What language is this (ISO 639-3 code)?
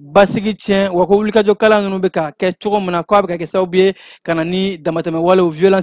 bam